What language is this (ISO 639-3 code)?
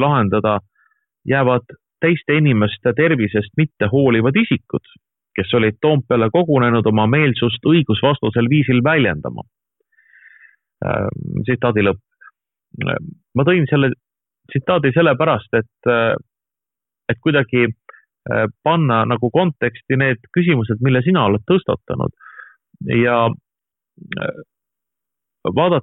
est